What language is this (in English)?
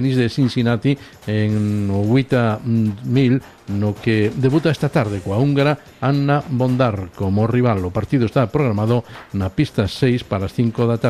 Galician